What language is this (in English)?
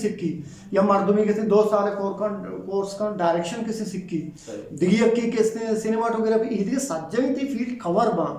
Eastern Balochi